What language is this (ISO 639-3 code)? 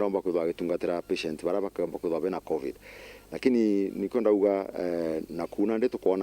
mer